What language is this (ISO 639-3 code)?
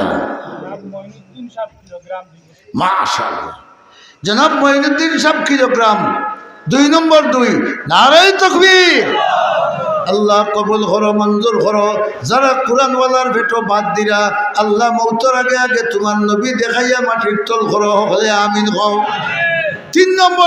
syl